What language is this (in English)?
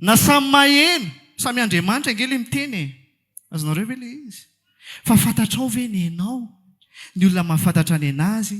Malagasy